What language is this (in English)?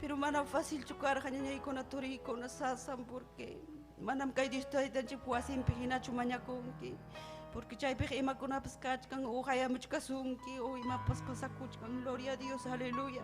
Ayacucho Quechua